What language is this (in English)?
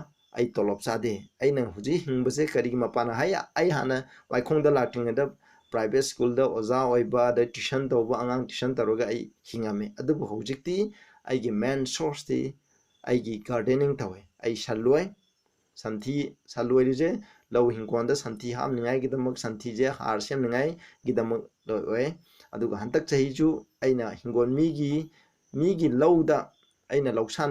Manipuri